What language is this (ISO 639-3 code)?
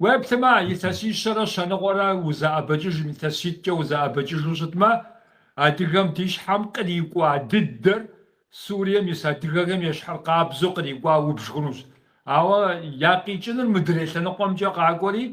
kbd